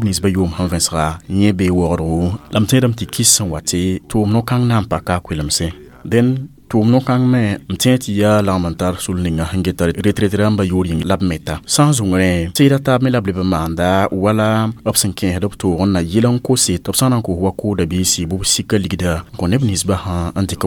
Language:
Mossi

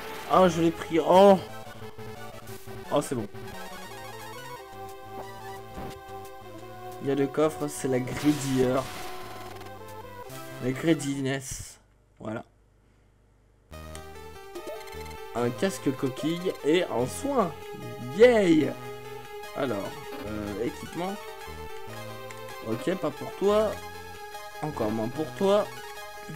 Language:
French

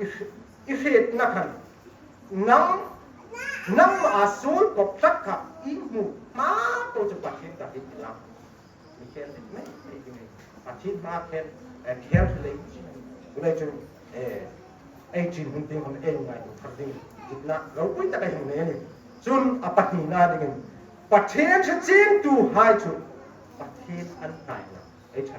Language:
Hmar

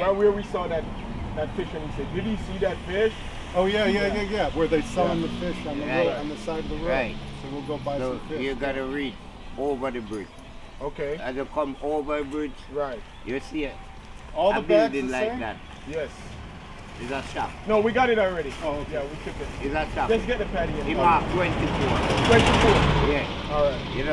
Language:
Jamaican Creole English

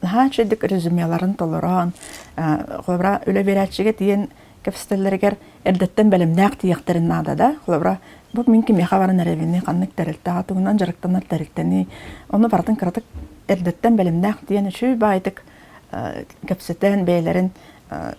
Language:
Yakut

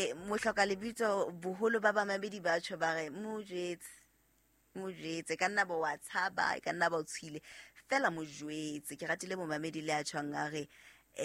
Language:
Southern Sotho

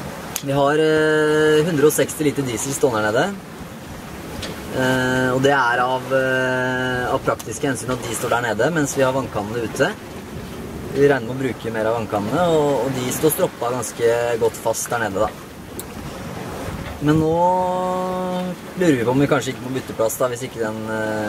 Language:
Norwegian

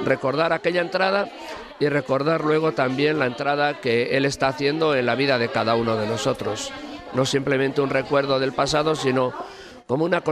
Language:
Spanish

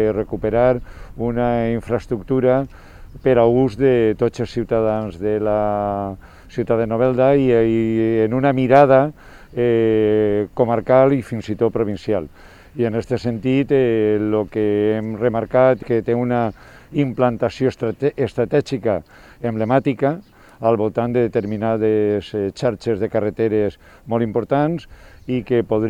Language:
Catalan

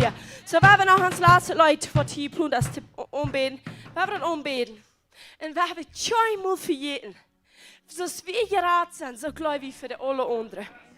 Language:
Plautdietsch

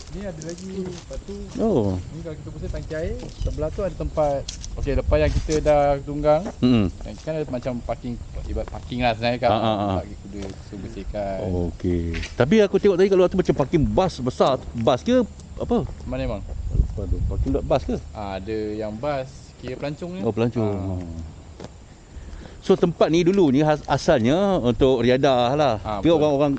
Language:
Malay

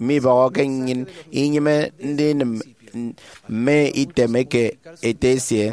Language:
Efik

